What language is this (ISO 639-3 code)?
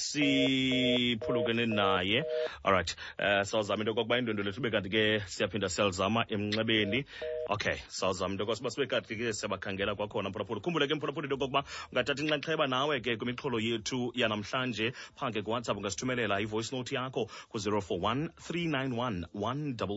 xho